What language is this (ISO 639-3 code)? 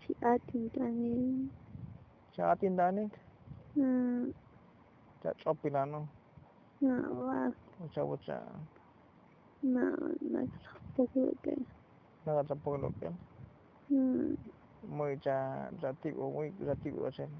tzo